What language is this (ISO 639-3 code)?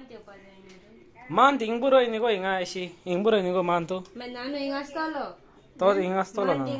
kok